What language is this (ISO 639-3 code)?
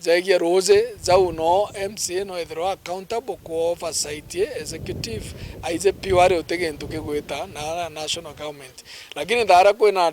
mer